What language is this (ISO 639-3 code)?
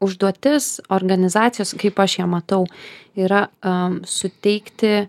lit